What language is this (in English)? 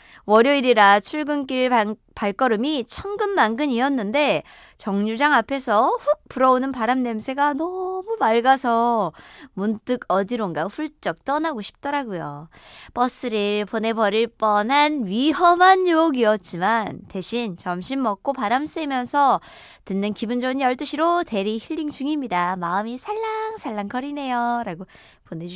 Korean